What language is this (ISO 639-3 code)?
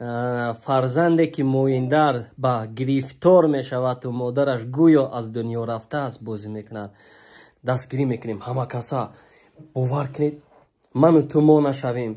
tgk